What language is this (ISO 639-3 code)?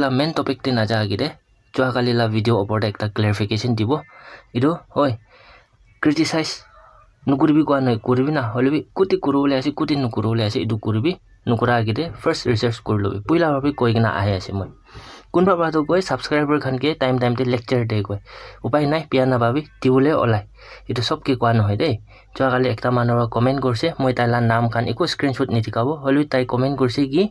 nag